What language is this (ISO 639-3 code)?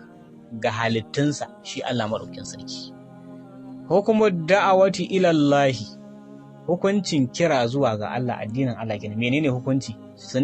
hau